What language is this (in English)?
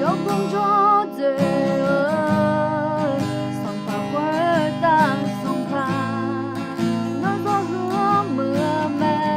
Akha